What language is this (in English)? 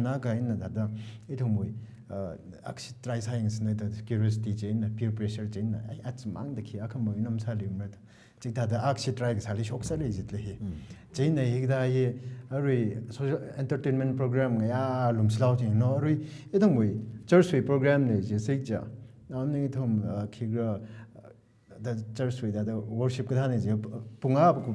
Tangkhul Naga (India)